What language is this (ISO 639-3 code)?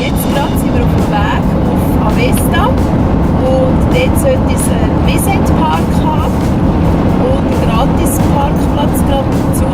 gsw